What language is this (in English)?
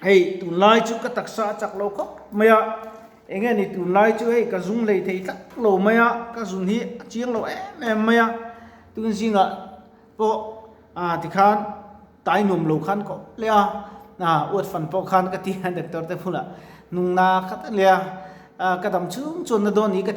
Mizo